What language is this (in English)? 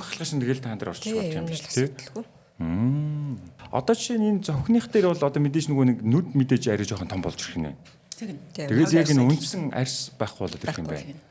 Mongolian